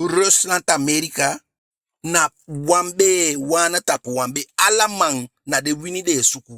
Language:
Eastern Maroon Creole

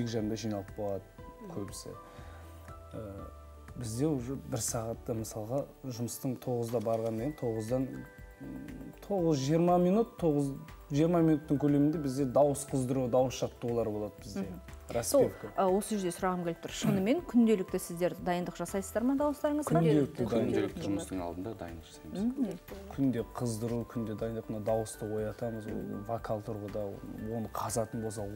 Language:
Kazakh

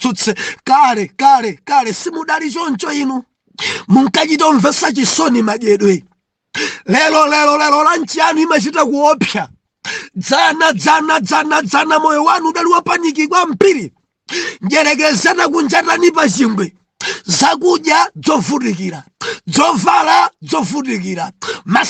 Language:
Nyanja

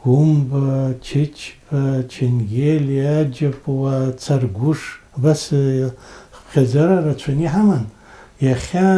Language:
Abkhazian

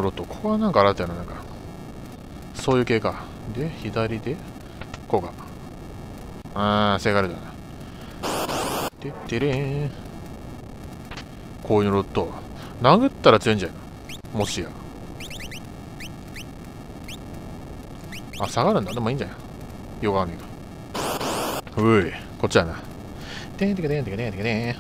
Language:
Japanese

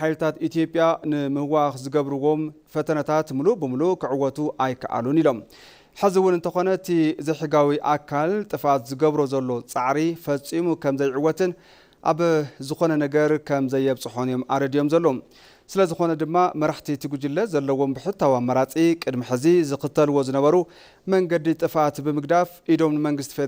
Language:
Tigrinya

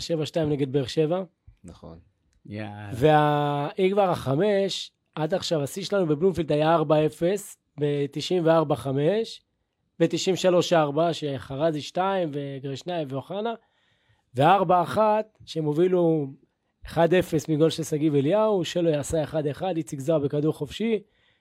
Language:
Hebrew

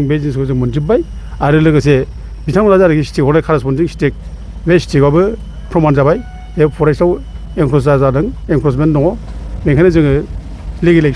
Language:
Bodo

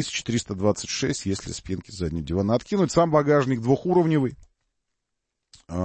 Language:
Russian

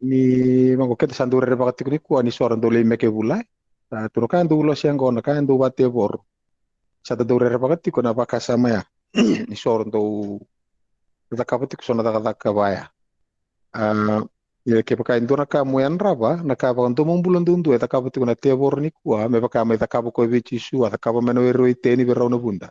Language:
Fijian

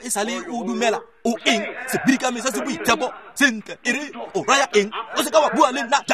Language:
Tswana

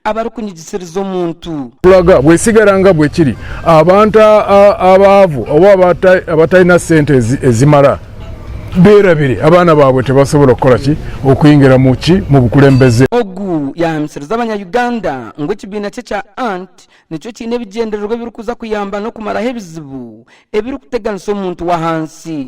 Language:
Nyankole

